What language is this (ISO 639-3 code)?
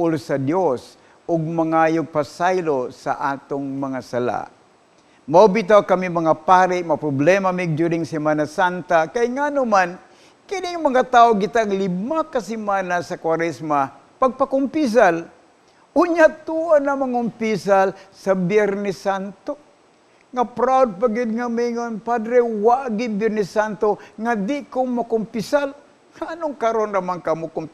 ceb